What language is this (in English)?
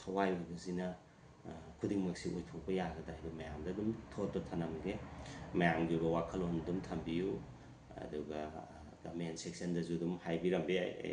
Manipuri